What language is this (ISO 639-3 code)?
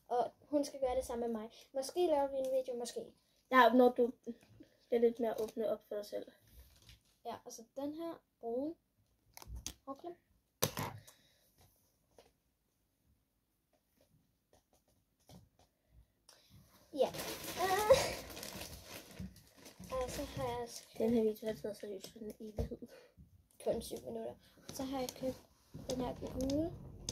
dan